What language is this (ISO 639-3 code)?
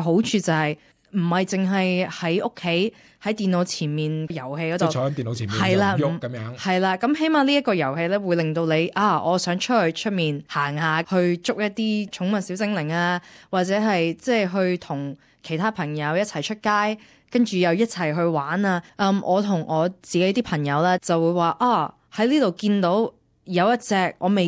yue